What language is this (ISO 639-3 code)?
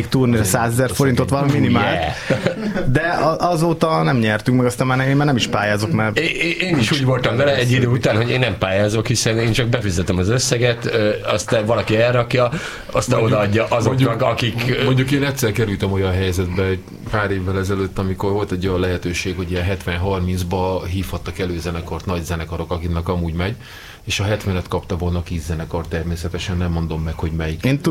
hun